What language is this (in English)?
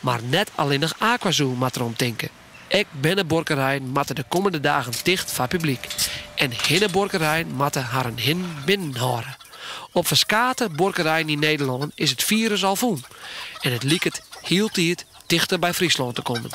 Western Frisian